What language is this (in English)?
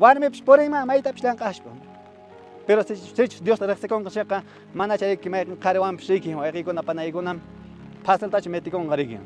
Quechua